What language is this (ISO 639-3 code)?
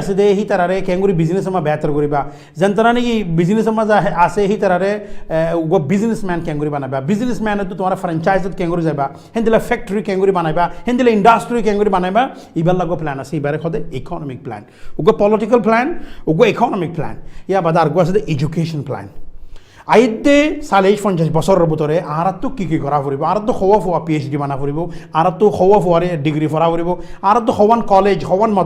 rhg